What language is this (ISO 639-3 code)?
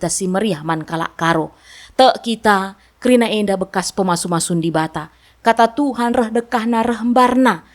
btx